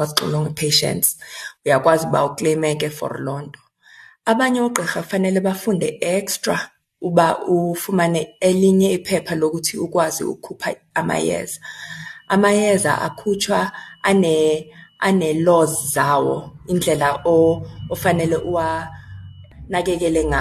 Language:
Xhosa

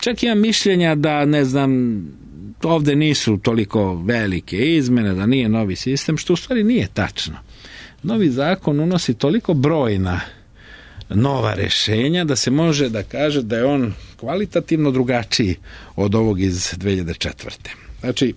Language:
Serbian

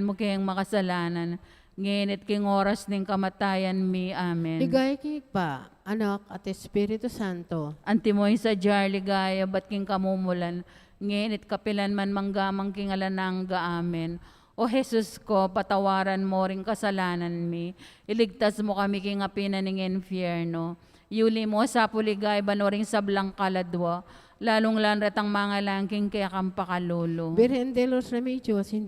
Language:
Pampanga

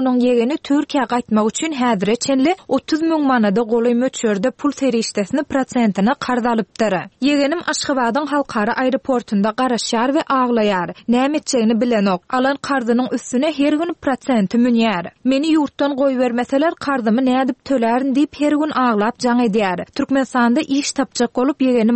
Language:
Turkmen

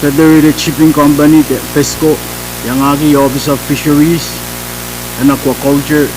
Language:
Pohnpeian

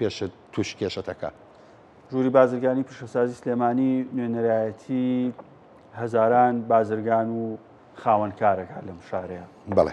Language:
Central Kurdish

